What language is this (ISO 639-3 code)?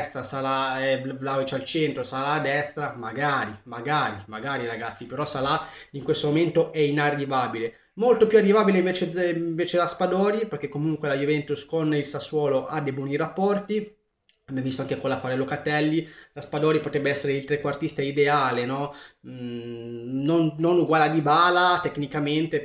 ita